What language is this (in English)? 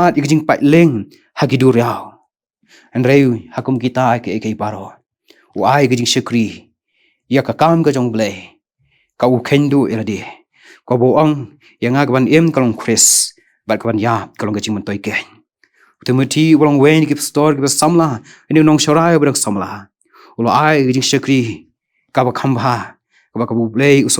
Khasi